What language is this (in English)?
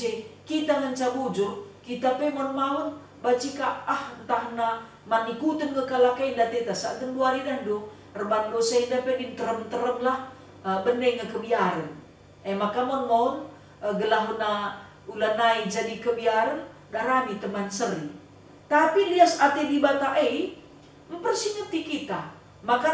Batak Karo